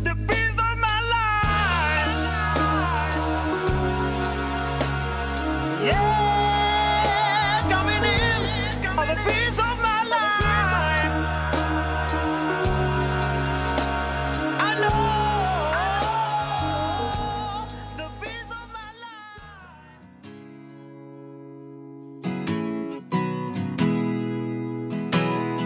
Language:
Czech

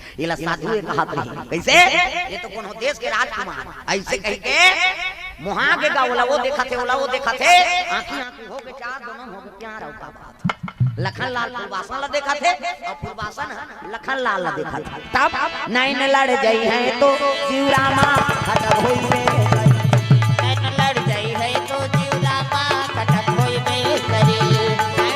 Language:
Chhattisgarhi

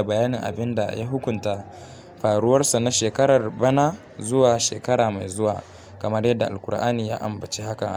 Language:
Hausa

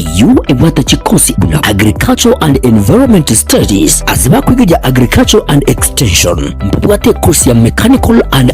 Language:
Gusii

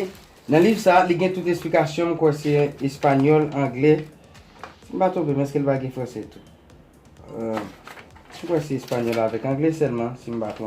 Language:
Haitian Creole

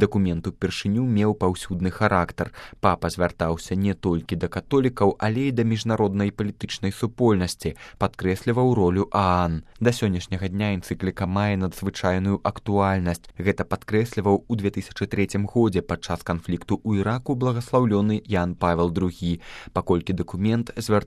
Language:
Belarusian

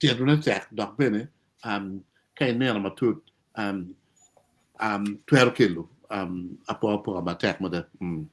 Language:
Acoli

